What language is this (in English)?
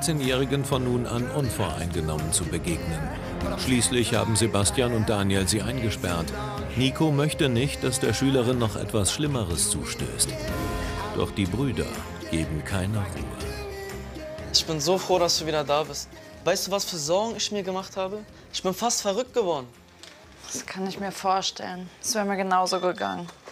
German